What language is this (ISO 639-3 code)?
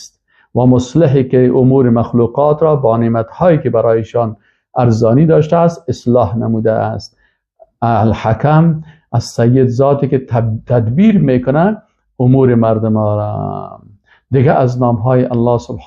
fas